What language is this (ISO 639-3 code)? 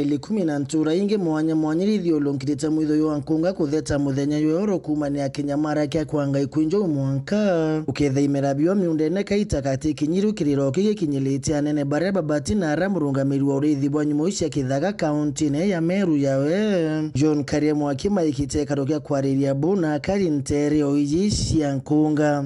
mer